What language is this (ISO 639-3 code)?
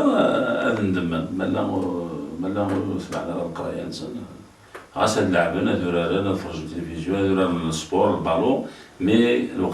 kab